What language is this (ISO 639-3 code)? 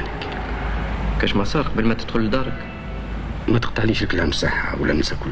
arq